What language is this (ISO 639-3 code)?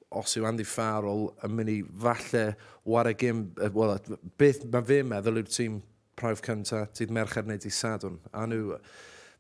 cym